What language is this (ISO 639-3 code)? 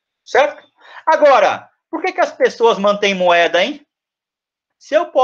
por